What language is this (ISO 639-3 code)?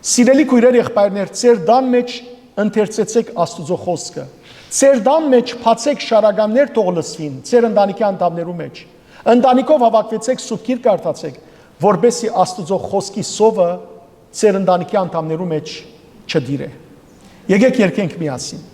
hyw